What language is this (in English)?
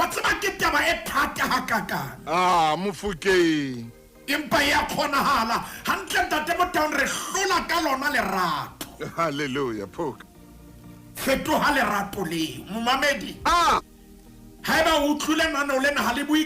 Southern Sotho